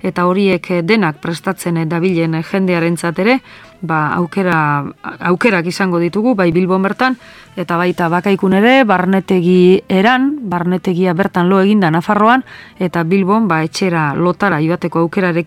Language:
Basque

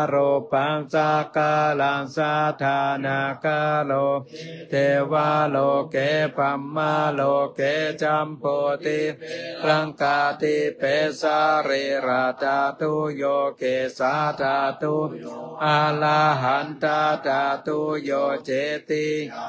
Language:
Pali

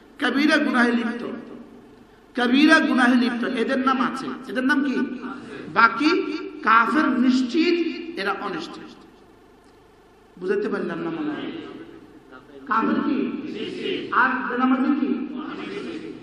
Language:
Bangla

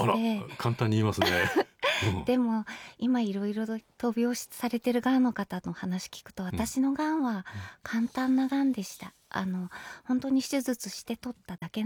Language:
Japanese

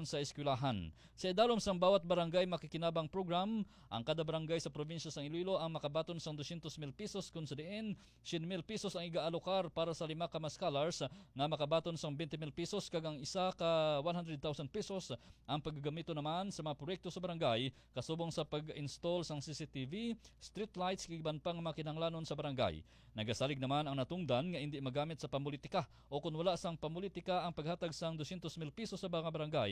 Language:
Hiligaynon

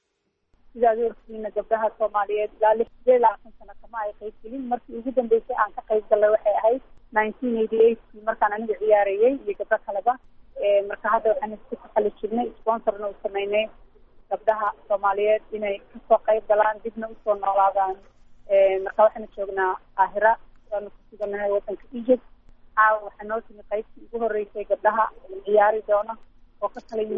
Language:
Somali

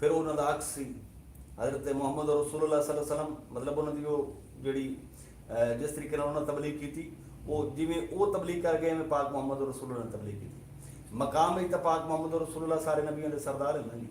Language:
Saraiki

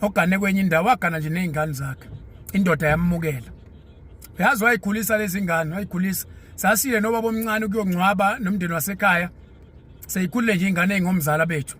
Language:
Zulu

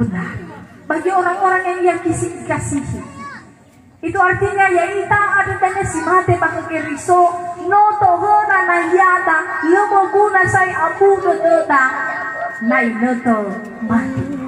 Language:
Nias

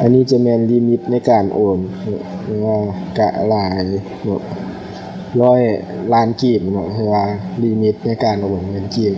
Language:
Lao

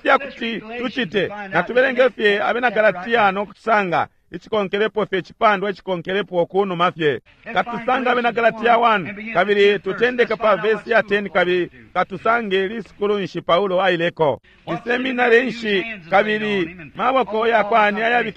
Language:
Bemba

